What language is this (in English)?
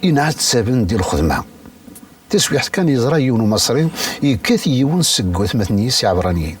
Kabyle